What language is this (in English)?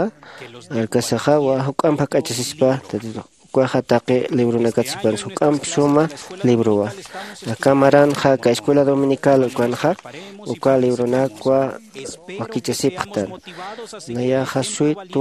Aymara